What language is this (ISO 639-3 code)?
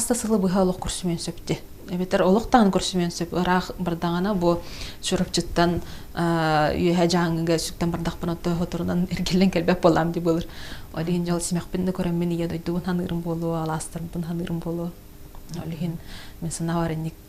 sah